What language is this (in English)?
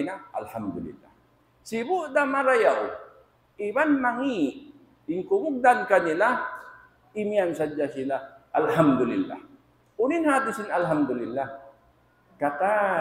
Tausug